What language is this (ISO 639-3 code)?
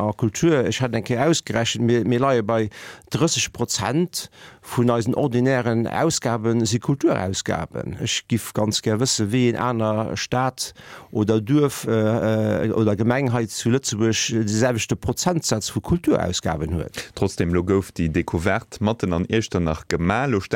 ltz